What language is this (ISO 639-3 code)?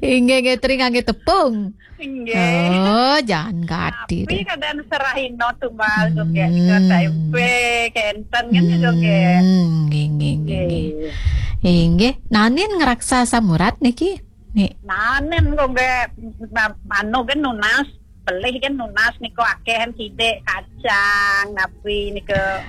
ban